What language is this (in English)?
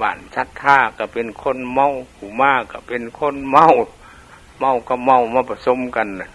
Lao